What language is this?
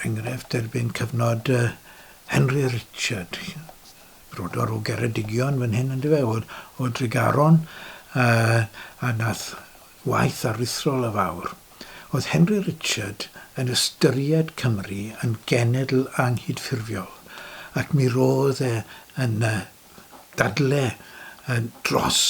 Welsh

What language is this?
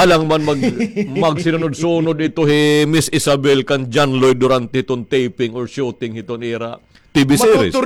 Waray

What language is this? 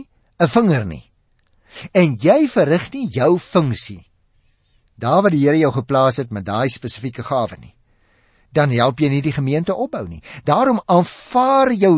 Afrikaans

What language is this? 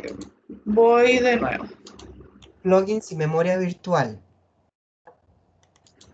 Spanish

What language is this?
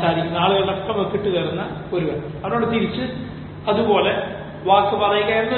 Malayalam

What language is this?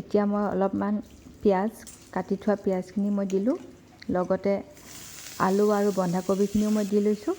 Assamese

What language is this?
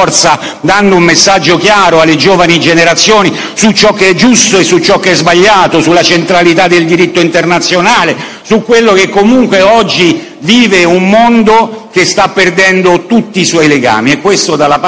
Italian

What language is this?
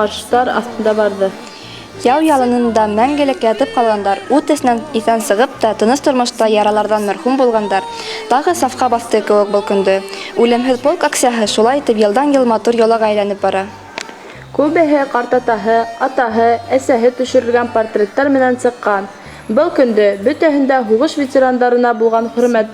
Bashkir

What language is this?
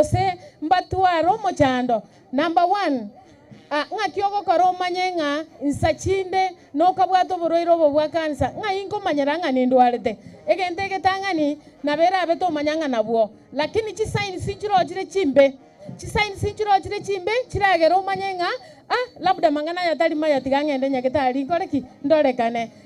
Gusii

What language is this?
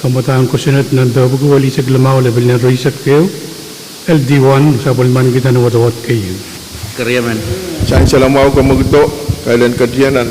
Pohnpeian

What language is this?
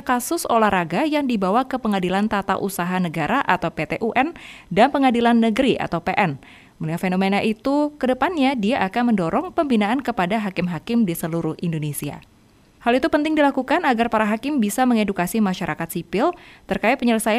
Indonesian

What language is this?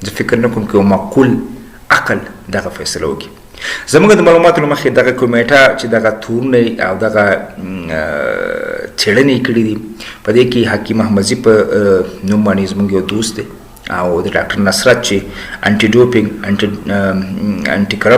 Pashto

